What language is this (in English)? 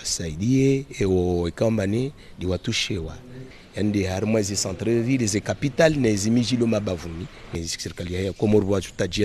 Ngazidja Comorian